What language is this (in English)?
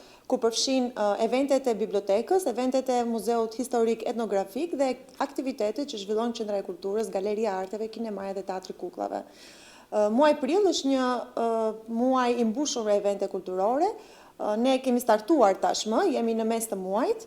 Albanian